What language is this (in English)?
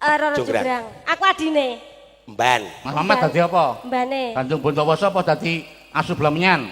Javanese